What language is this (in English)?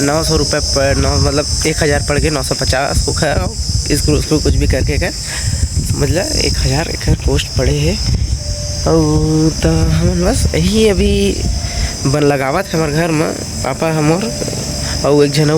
Chhattisgarhi